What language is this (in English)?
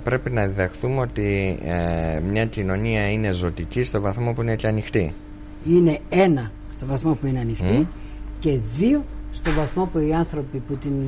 Greek